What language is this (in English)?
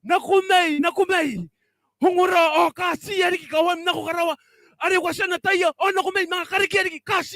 Gilbertese